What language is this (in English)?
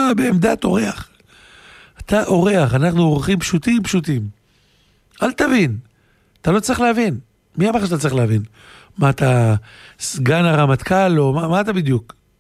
Hebrew